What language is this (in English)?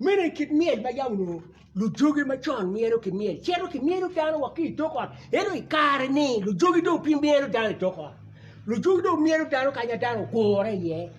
Acoli